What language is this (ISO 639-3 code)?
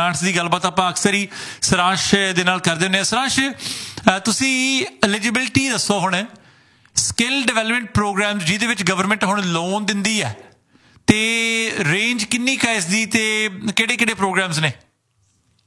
pan